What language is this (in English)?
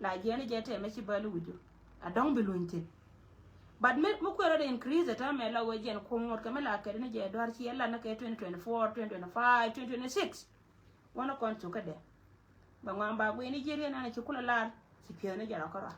Nuer